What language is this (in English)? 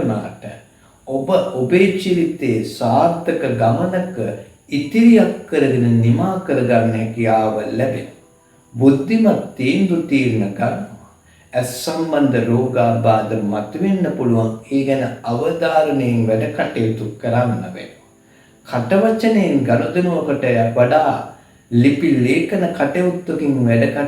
Sinhala